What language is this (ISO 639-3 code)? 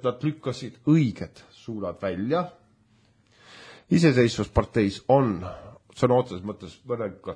est